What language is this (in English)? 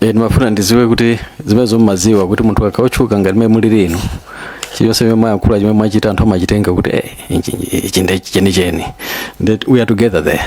Nyanja